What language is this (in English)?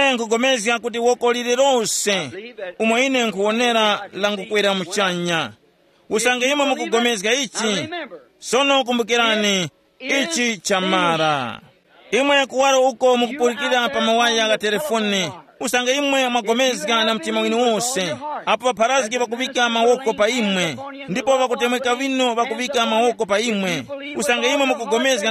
Tumbuka